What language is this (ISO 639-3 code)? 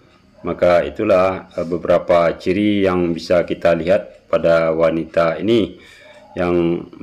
ind